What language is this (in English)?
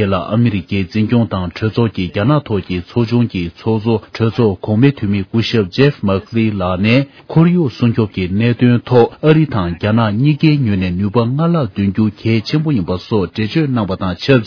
Tibetan